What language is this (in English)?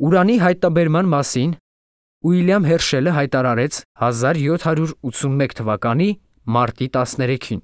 Armenian